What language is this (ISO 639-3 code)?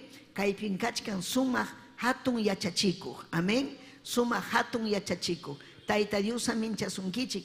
quy